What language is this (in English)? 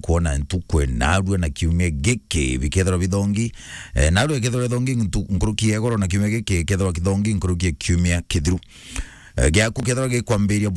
Meru